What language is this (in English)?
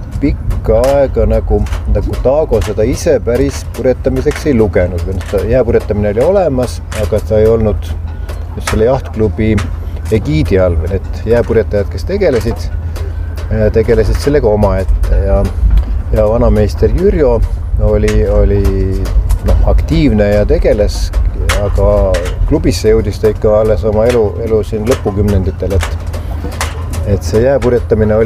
Estonian